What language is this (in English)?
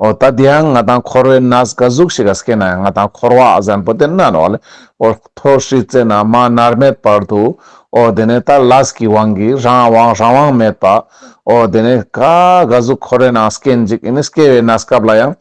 Ladakhi